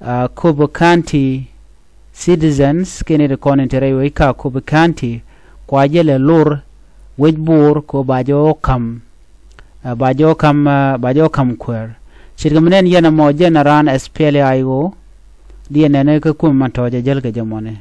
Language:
Nuer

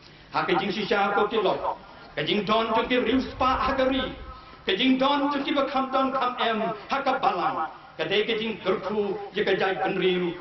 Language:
Khasi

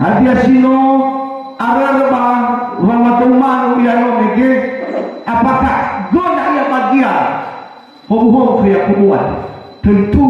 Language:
Nias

